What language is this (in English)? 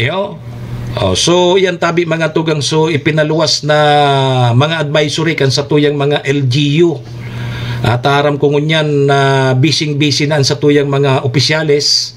Bikol